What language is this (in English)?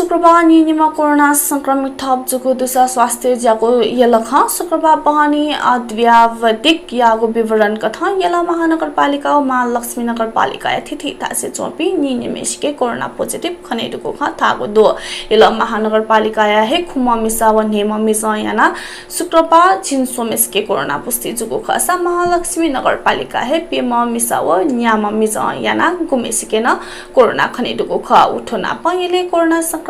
Newari